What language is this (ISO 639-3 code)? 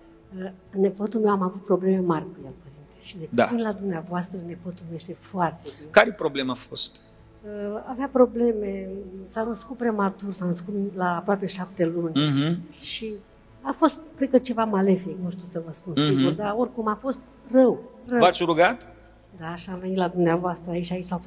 ron